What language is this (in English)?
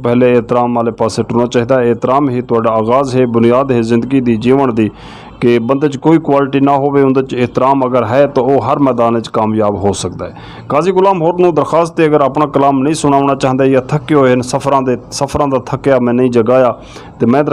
Western Panjabi